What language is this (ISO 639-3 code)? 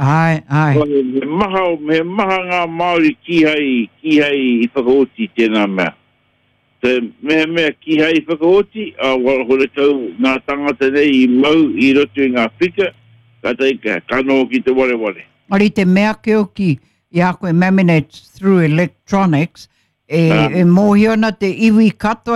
mri